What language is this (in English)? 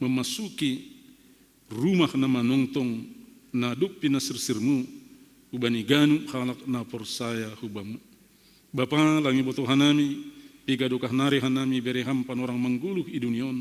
Batak Simalungun